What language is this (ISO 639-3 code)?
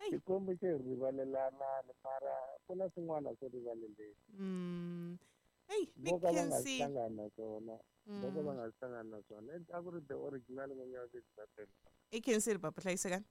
tso